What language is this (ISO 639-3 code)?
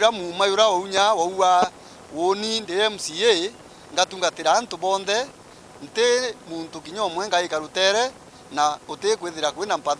mer